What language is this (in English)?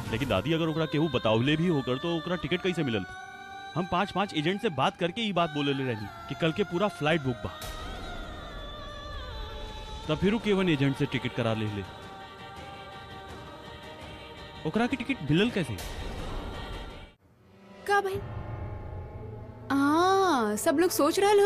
Bhojpuri